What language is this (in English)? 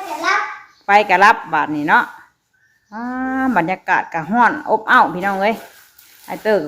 Northeastern Thai